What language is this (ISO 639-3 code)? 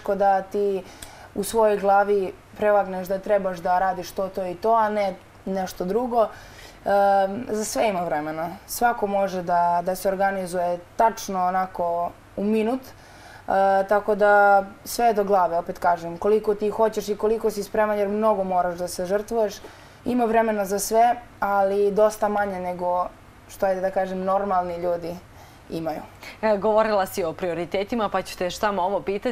srp